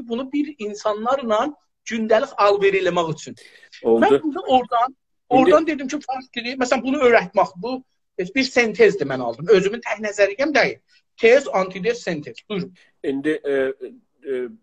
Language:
South Azerbaijani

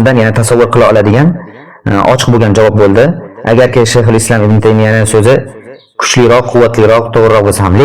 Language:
Uzbek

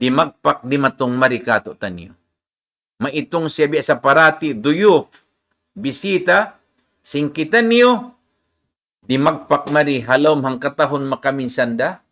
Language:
Tausug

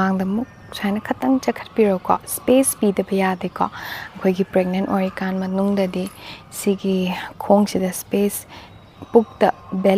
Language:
Manipuri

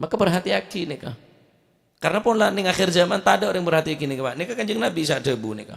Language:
Madurese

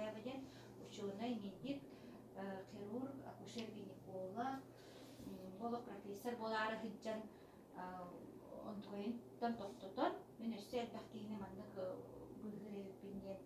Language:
Yakut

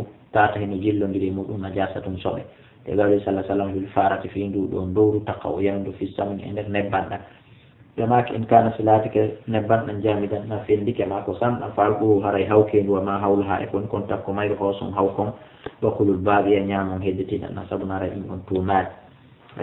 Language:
Fula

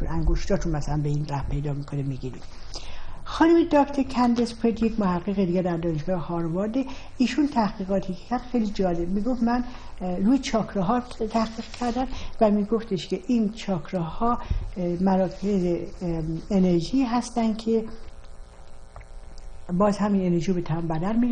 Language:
Persian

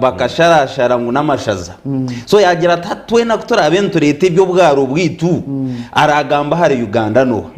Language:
Nyankole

